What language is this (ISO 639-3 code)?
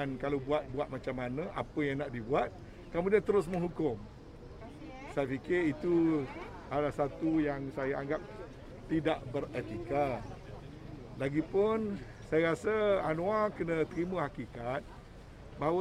msa